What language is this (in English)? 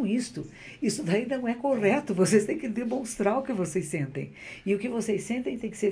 Portuguese